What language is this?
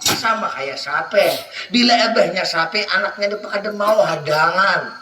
Banjar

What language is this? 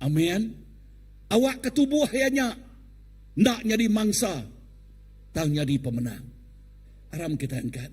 Iban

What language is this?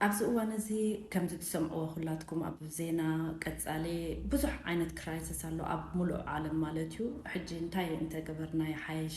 Tigrinya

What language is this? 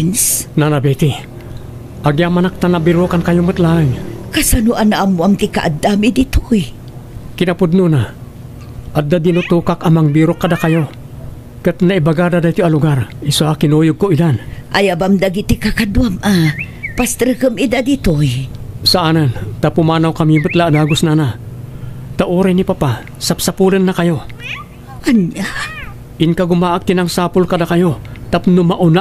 Iloko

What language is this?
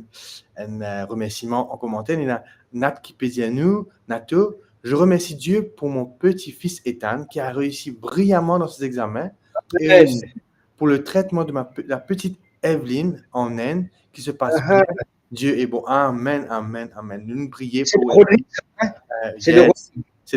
Morisyen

